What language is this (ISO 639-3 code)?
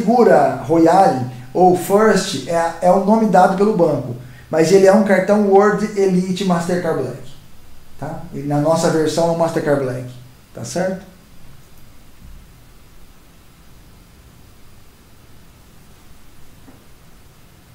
por